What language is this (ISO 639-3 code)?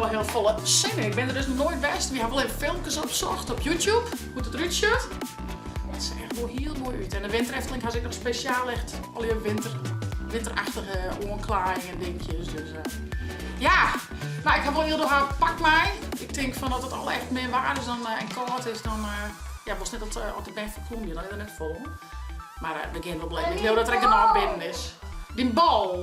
fry